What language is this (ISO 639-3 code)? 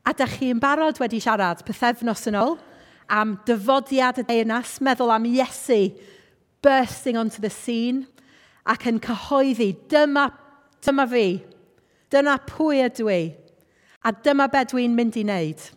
cym